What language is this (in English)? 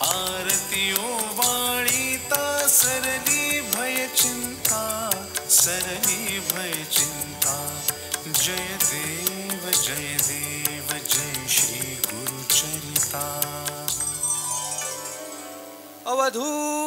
Marathi